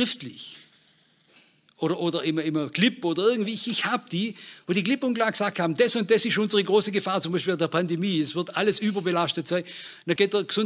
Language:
German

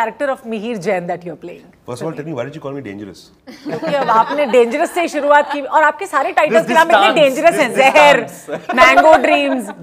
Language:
Hindi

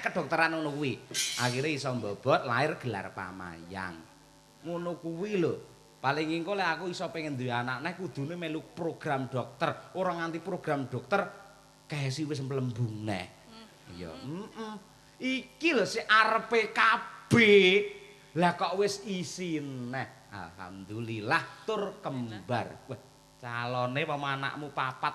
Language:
Javanese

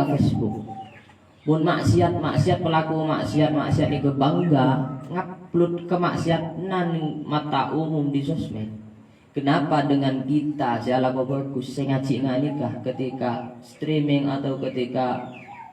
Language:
Madurese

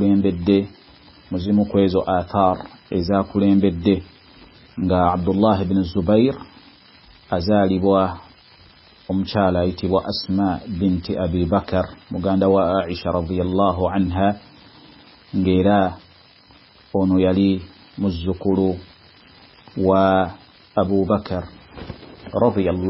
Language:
Ganda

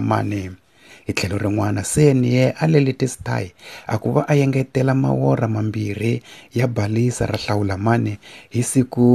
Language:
Tsonga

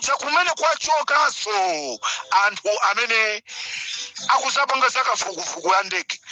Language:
Nyanja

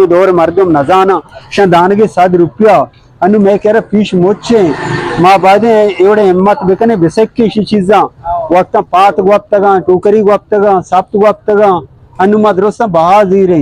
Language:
Baluchi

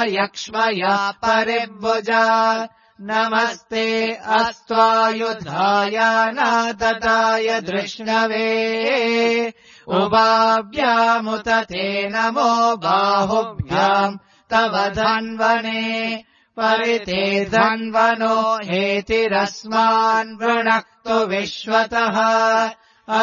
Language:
Sanskrit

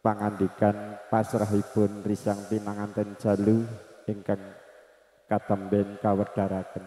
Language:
Javanese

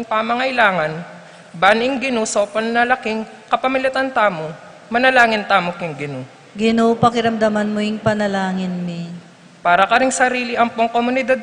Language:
Pampanga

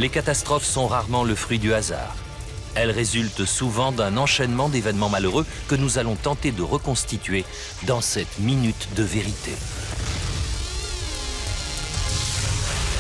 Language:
French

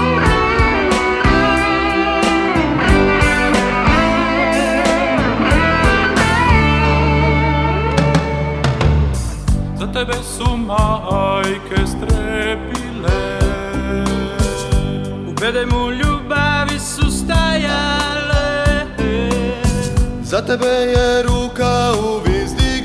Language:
Croatian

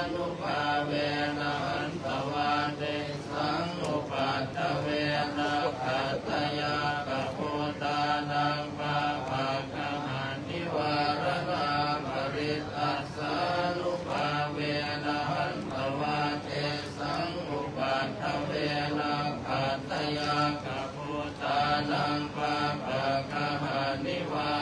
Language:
Pali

